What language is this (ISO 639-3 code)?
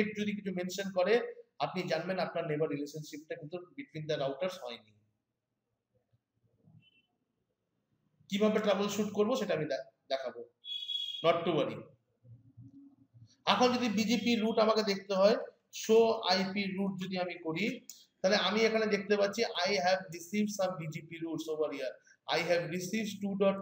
ben